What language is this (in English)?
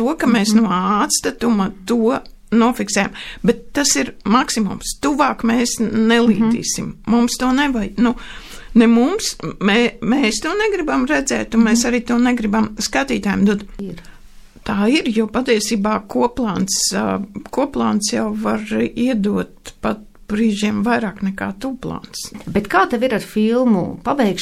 Latvian